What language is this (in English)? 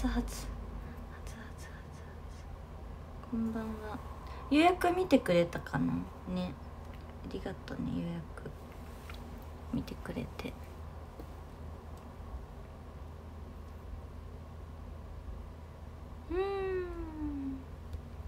Japanese